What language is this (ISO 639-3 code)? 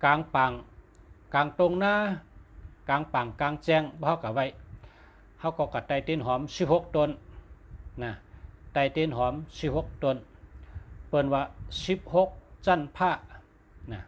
shn